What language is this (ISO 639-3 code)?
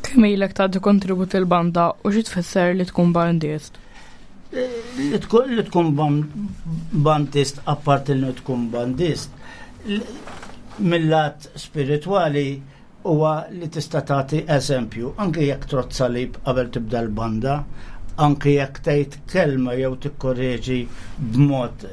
mlt